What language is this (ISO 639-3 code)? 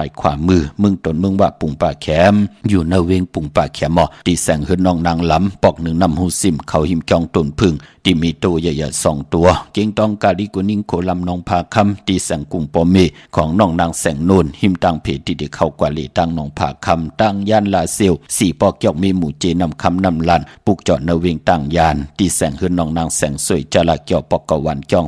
shn